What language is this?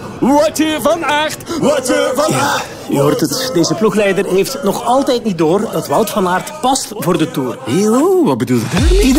Dutch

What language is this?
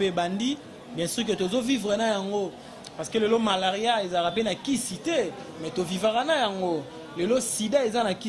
Lingala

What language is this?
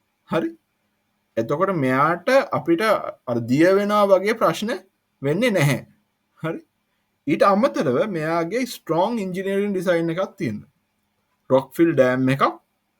Sinhala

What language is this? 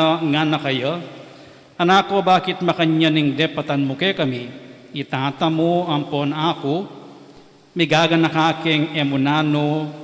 Pampanga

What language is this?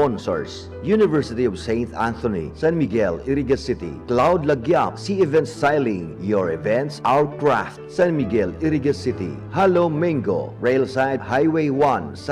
Bikol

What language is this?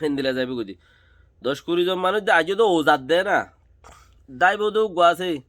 Rohingya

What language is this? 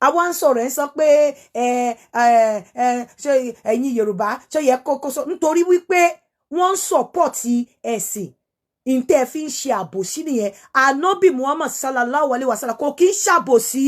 Yoruba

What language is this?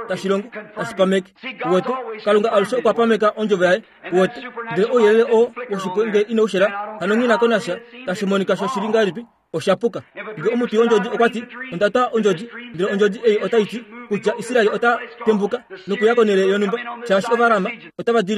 Kuanyama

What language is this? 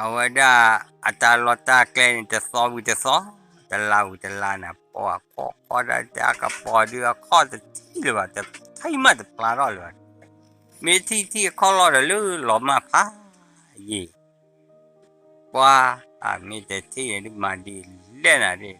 S'gaw Karen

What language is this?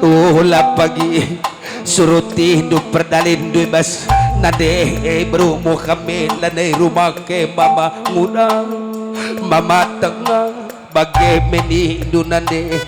Batak Karo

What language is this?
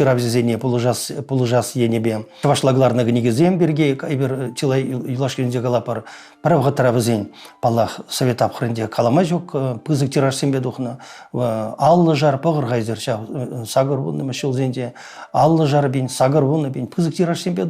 Chuvash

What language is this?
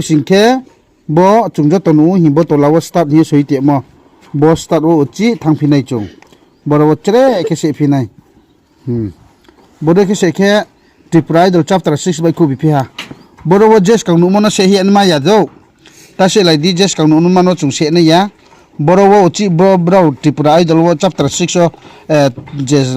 Riang (India)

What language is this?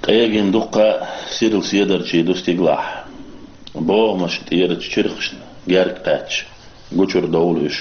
Chechen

